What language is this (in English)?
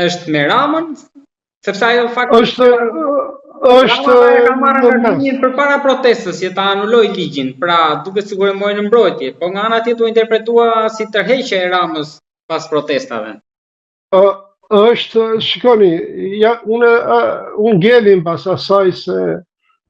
Albanian